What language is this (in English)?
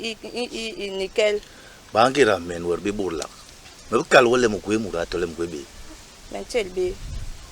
Basaa